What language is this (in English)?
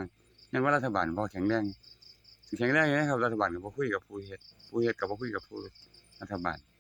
Northeastern Thai